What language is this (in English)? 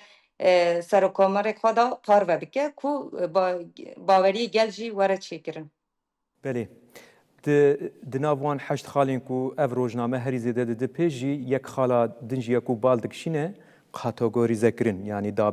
Kurdish